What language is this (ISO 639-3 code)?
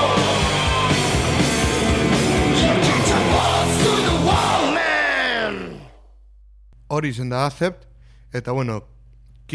eus